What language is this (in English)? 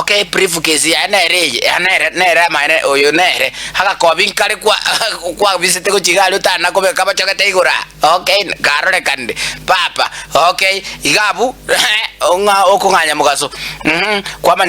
Gusii